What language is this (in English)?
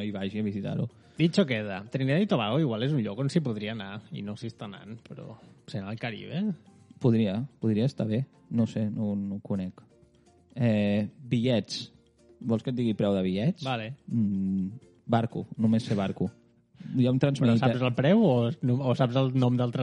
Catalan